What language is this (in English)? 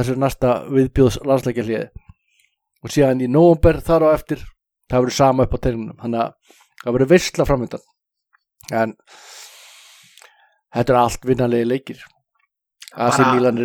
Icelandic